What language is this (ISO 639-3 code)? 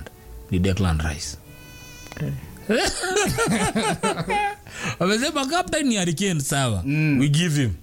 swa